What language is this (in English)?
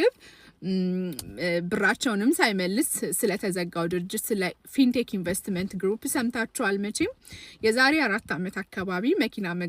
Amharic